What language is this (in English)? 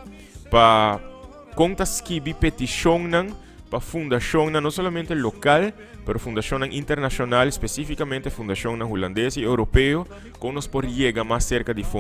Papiamento